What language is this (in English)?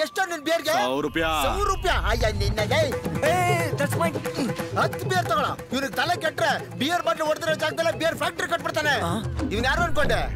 Kannada